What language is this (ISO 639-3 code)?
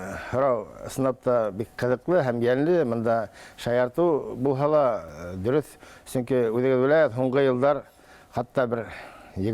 bak